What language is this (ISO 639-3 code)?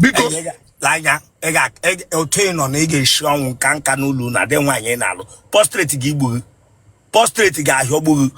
ibo